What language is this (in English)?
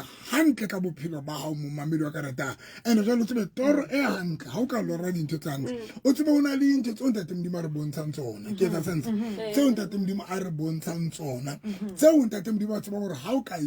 Southern Sotho